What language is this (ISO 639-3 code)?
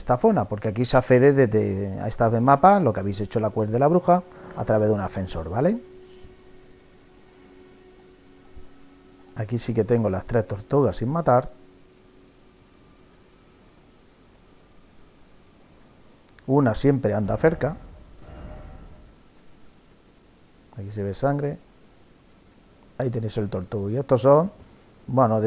spa